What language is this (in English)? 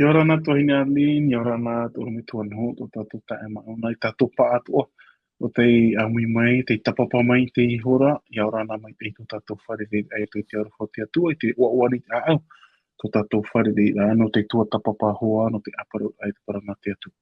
Tahitian